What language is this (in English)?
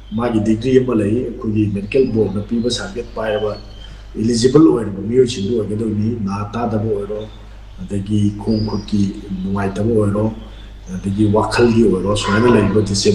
Manipuri